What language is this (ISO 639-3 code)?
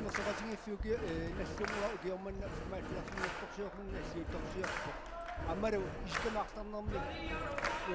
kal